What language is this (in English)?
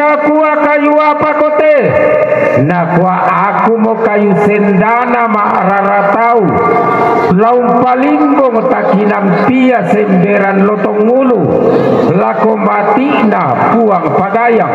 Toraja-Sa'dan